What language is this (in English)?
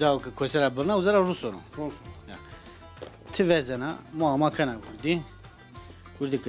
Zaza